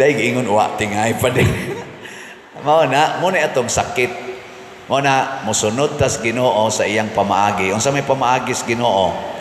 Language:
Cebuano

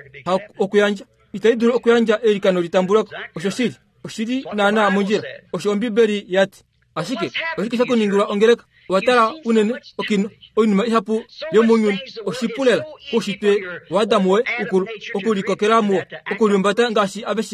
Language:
Kuanyama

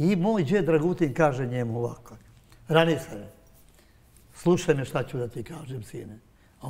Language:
Serbian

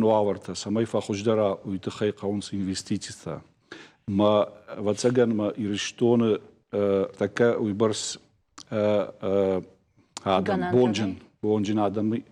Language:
Ossetic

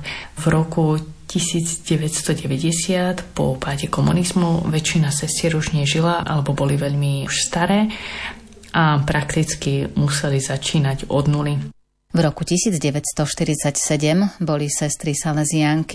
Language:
Slovak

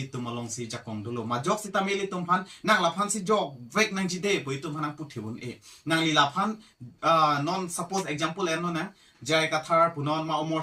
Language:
Karbi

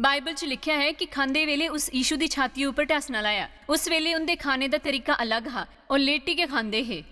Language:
Dogri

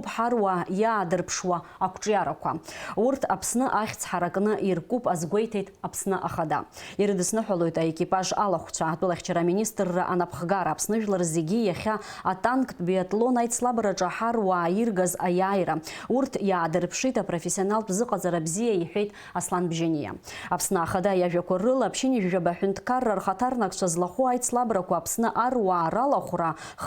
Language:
Abkhazian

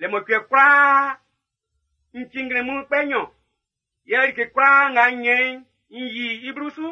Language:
Baoulé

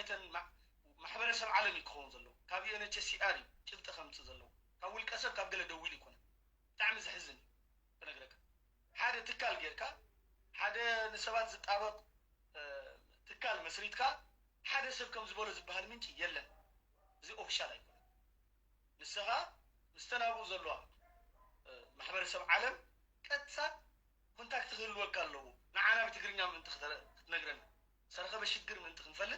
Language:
Tigrinya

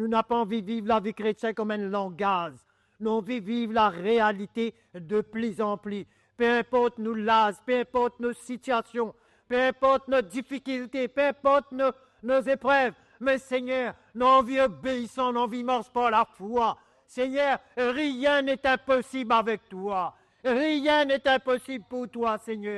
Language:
Morisyen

